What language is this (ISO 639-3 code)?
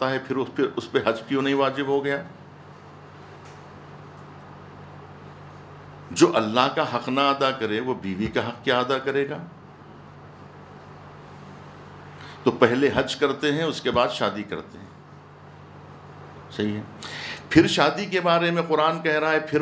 urd